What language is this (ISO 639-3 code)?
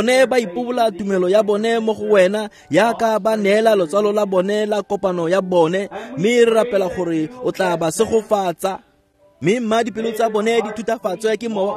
tsn